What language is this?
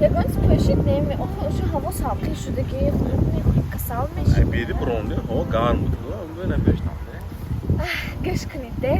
Tajik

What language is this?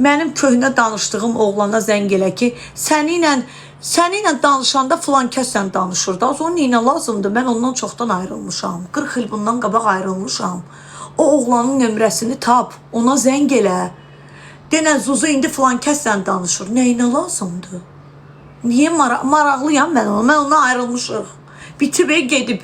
Azerbaijani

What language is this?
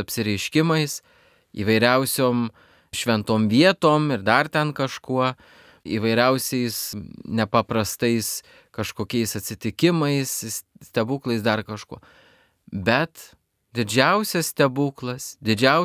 Lithuanian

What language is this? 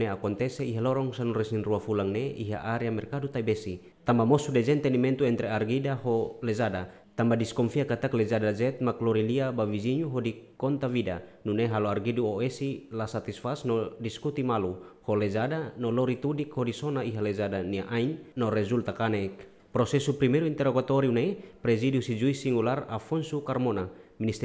Tetum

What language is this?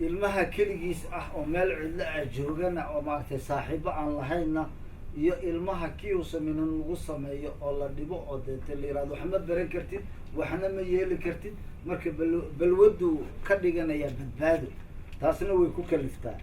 Somali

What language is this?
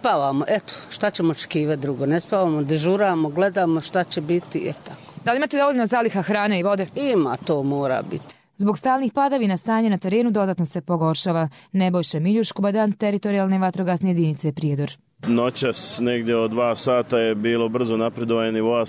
Croatian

